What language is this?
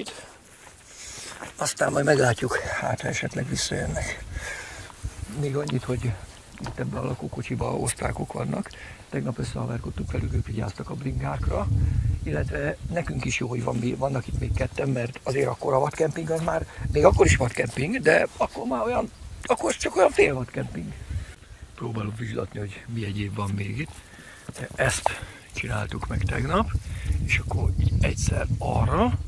Hungarian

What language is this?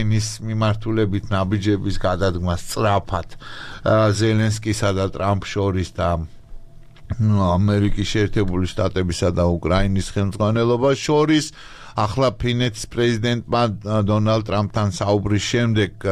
Georgian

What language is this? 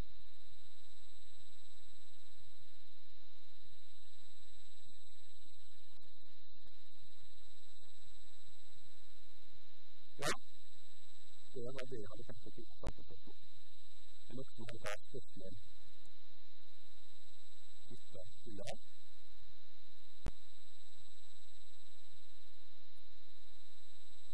Norwegian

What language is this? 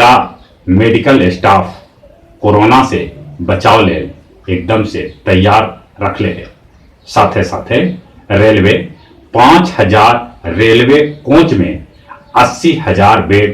Magahi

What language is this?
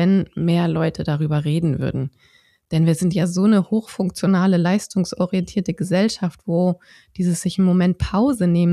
German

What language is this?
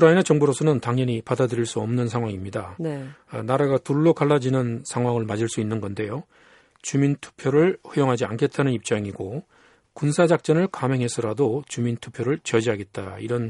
Korean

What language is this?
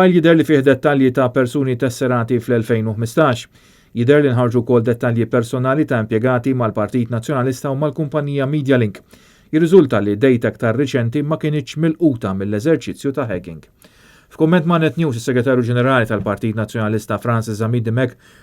Maltese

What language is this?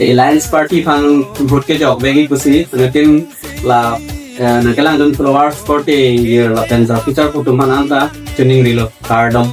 Karbi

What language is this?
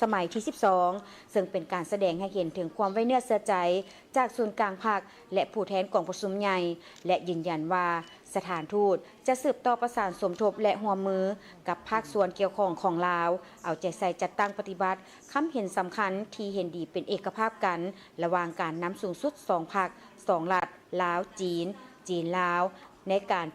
Lao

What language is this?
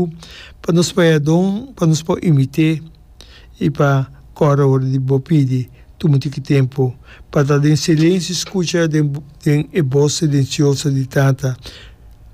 Papiamento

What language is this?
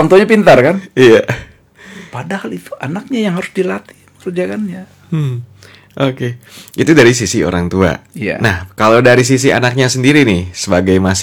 Indonesian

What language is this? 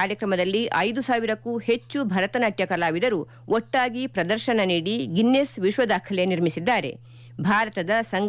Kannada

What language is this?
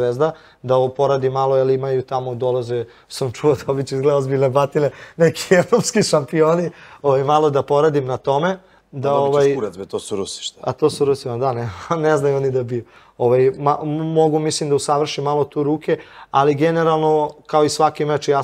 Serbian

